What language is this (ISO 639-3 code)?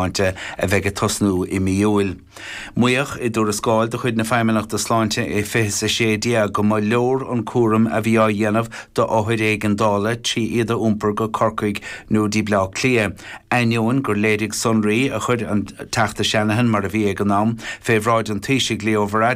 gle